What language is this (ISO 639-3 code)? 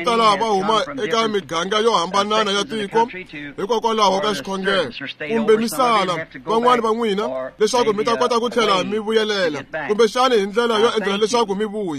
tso